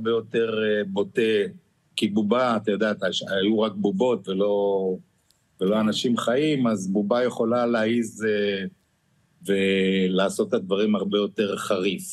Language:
Hebrew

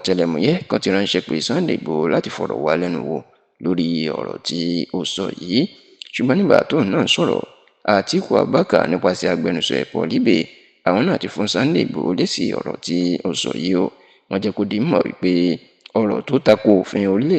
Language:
Yoruba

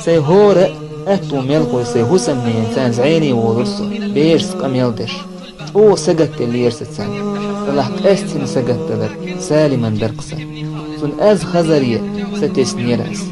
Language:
Chechen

